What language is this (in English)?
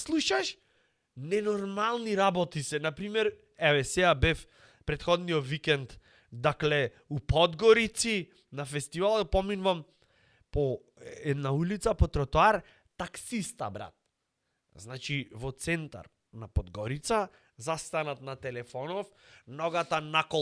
Macedonian